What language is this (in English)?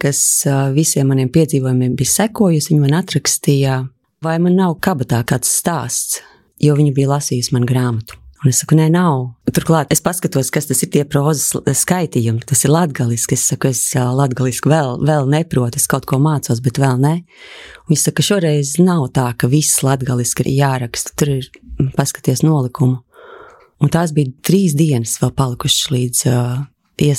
Latvian